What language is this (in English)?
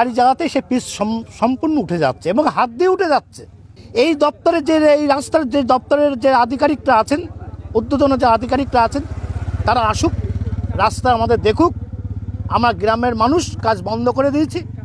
Bangla